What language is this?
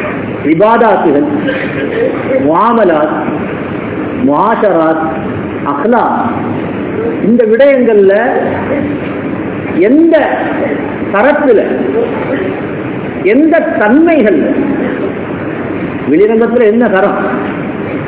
Tamil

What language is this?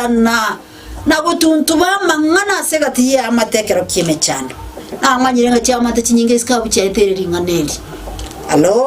Gusii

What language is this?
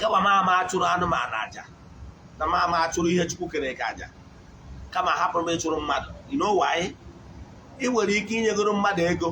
Igbo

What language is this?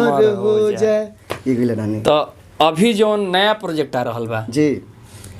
Bhojpuri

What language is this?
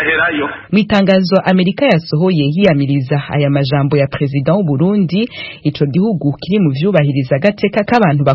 Rundi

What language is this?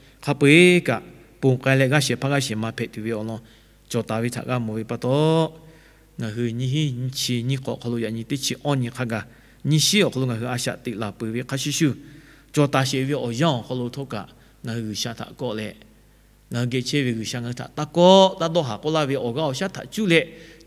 Lahu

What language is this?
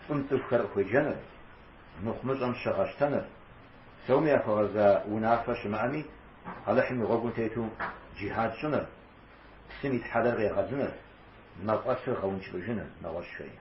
Kabardian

